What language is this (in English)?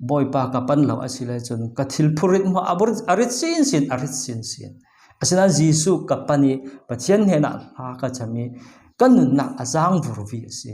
Falam Chin